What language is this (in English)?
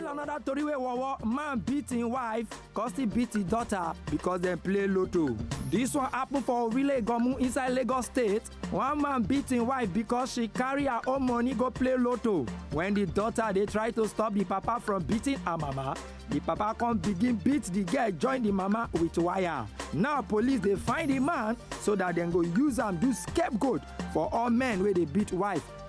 Nigerian Pidgin